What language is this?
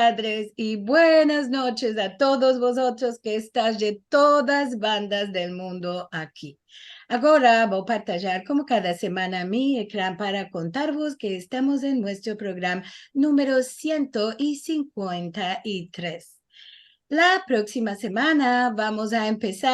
Ladino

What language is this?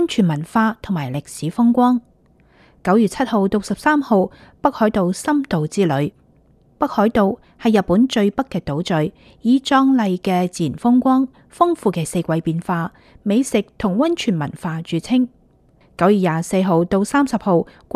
Cantonese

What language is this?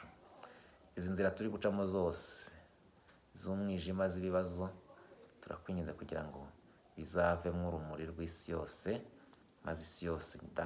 Kinyarwanda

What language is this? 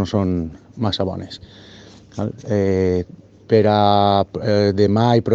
Catalan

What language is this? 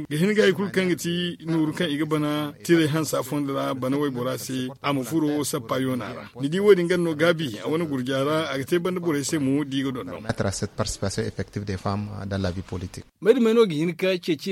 Zarma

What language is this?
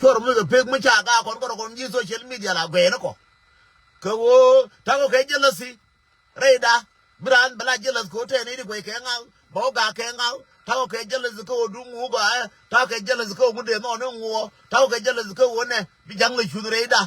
Nuer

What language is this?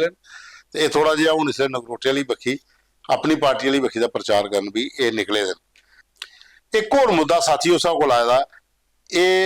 Dogri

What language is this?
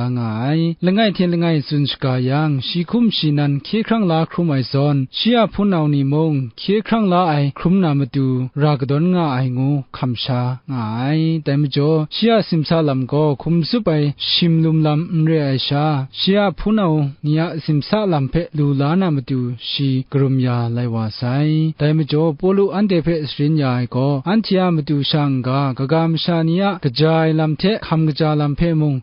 Kachin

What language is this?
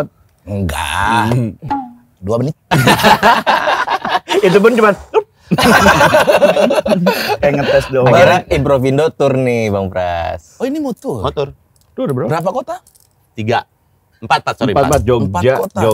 Indonesian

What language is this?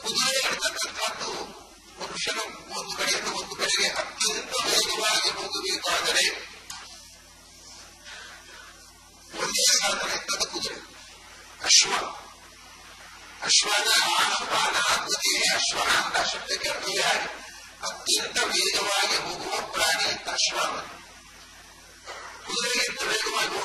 Kannada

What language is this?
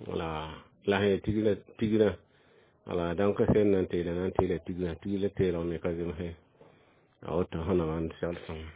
Mossi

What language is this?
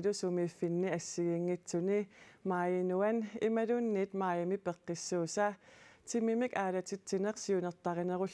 Kalaallisut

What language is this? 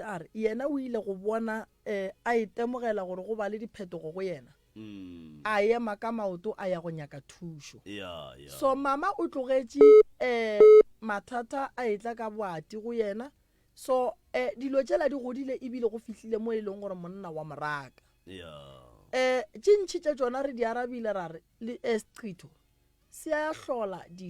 Northern Sotho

